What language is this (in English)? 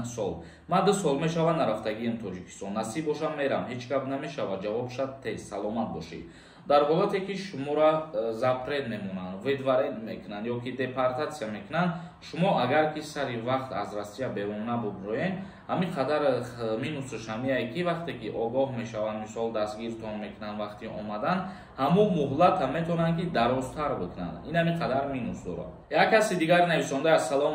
Tajik